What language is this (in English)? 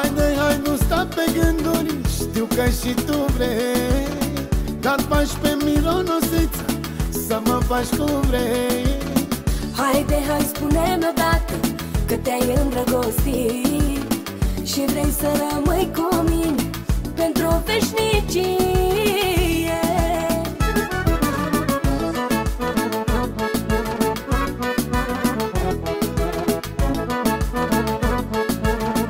Romanian